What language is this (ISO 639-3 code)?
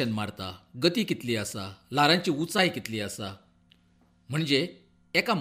kok